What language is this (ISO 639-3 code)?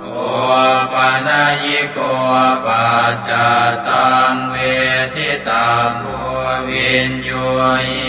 pli